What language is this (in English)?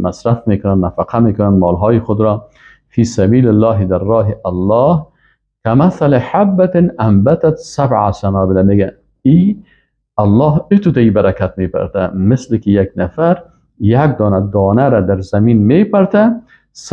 Persian